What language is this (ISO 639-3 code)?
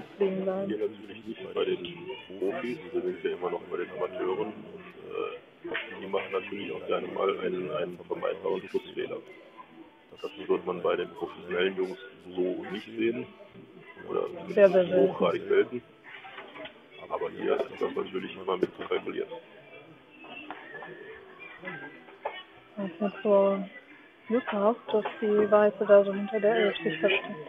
deu